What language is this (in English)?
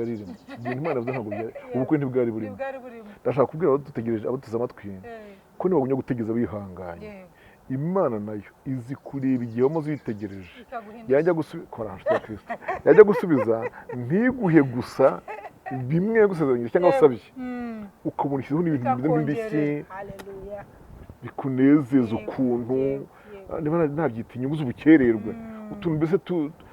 Kinyarwanda